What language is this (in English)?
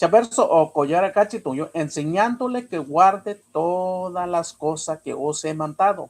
Mixtepec Mixtec